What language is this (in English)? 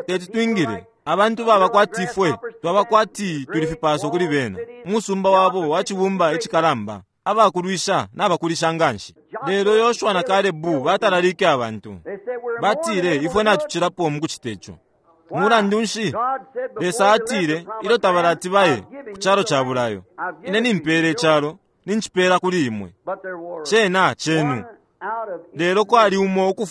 Bemba